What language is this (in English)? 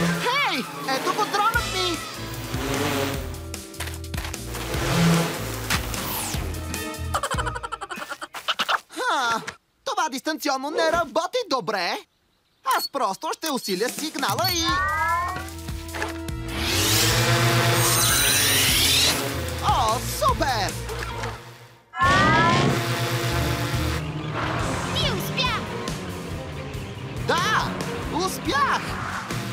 Bulgarian